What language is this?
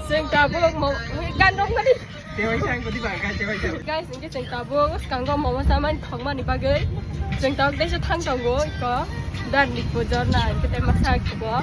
Kok Borok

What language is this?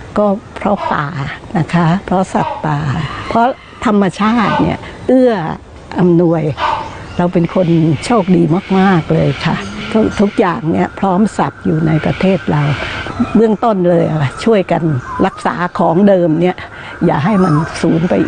Thai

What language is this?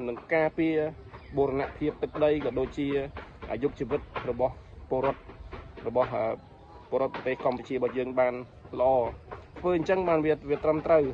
Khmer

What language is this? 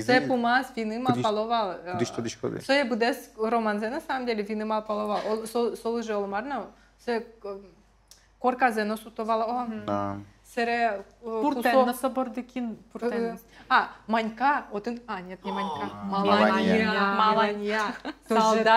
Udmurt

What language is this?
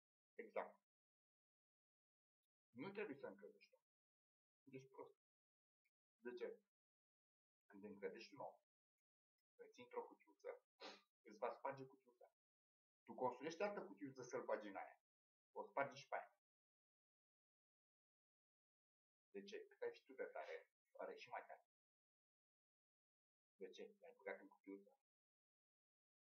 Romanian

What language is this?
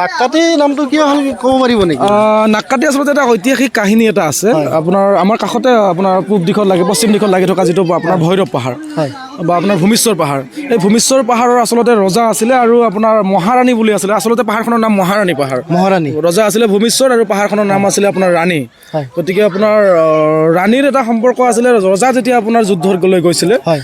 Assamese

